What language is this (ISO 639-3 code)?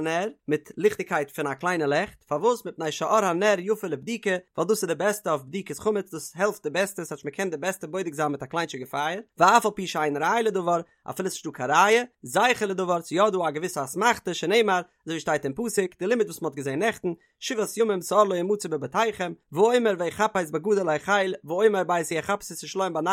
yid